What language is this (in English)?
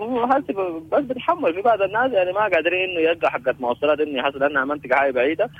Sudanese Arabic